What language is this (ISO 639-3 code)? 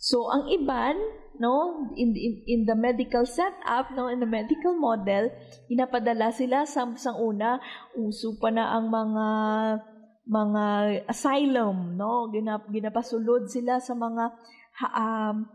hil